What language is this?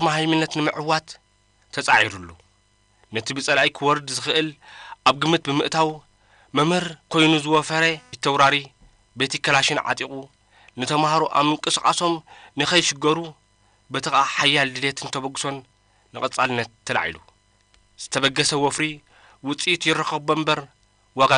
Tigrinya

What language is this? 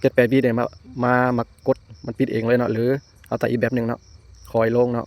Lao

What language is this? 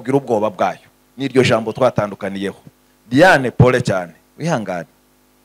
Kinyarwanda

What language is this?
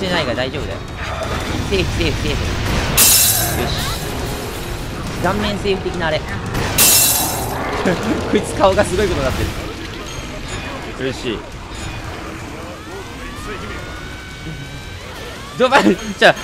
Japanese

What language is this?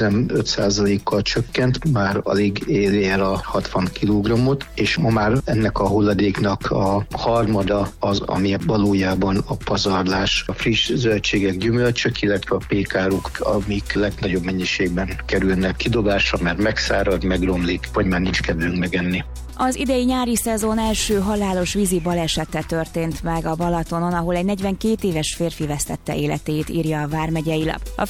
Hungarian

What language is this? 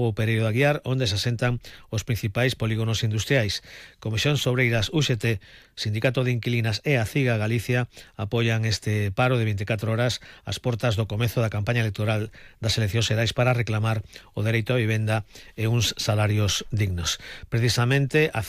Galician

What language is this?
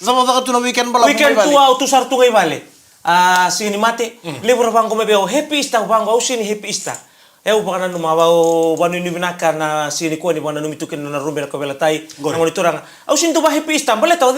Fijian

